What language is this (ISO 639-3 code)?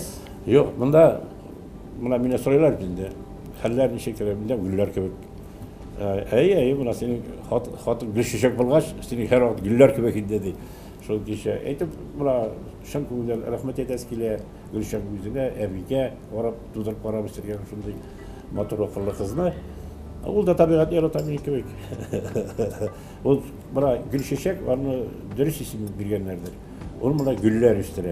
tat